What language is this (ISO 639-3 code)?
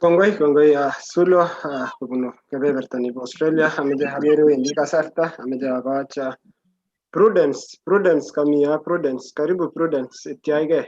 kln